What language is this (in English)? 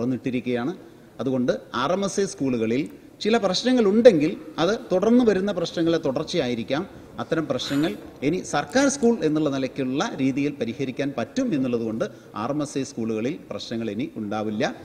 Malayalam